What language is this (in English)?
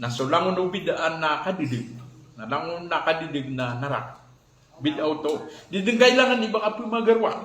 Maranao